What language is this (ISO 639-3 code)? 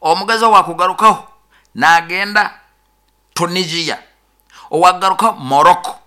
nyo